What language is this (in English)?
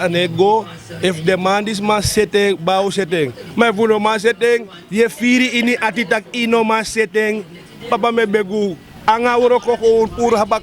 Sranan Tongo